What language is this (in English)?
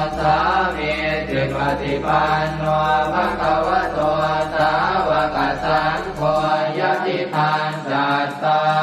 Pali